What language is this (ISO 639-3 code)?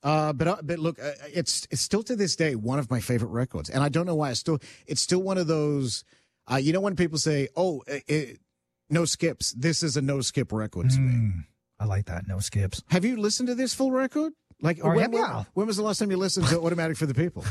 eng